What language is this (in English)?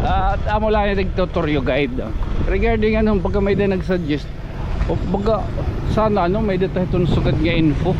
Waray